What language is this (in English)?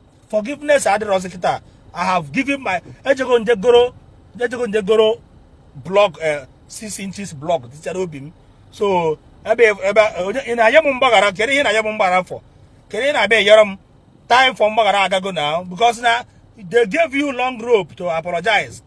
Igbo